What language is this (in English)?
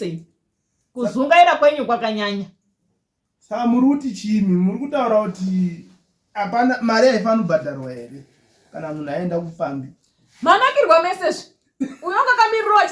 Shona